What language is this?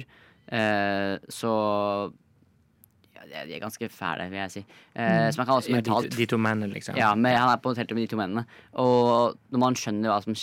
Norwegian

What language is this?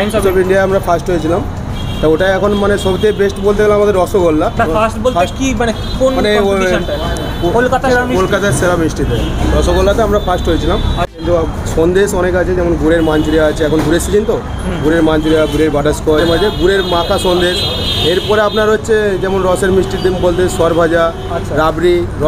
Bangla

